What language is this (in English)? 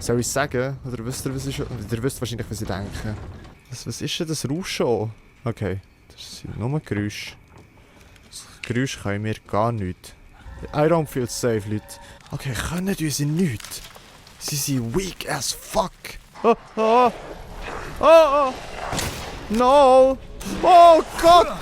Swiss German